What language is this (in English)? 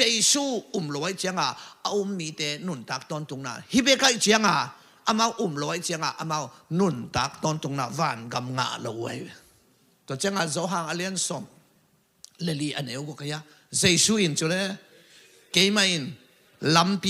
Tedim Chin